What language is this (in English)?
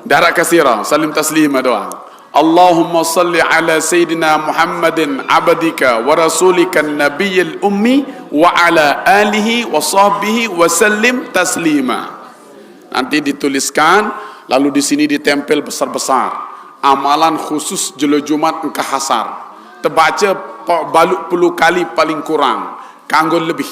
Sasak